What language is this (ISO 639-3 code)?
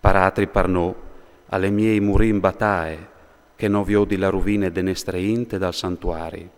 fur